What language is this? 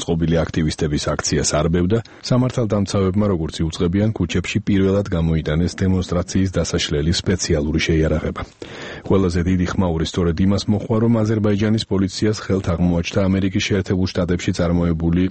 Georgian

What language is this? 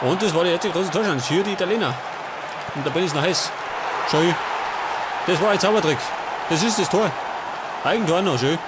Bavarian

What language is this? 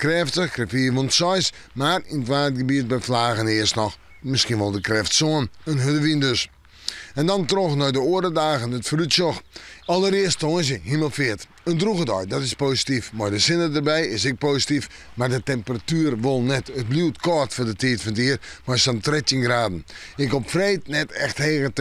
Western Frisian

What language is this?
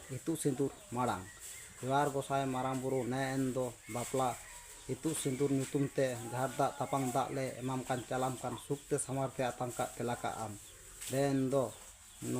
Santali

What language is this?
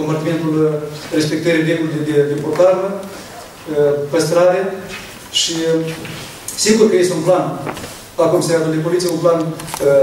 Romanian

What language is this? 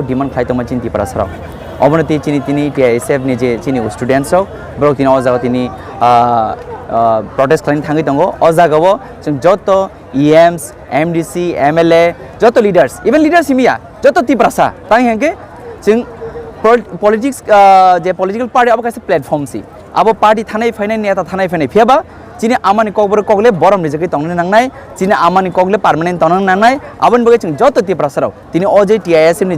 Kok Borok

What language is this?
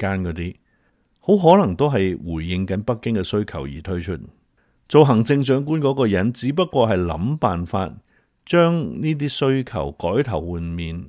Cantonese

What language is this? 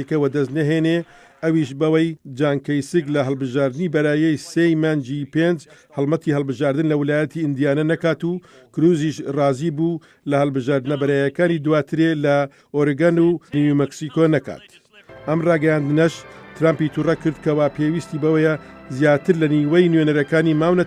Central Kurdish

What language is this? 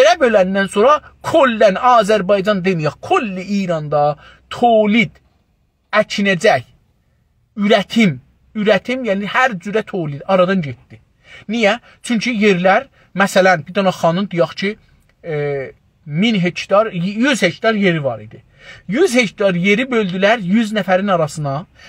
South Azerbaijani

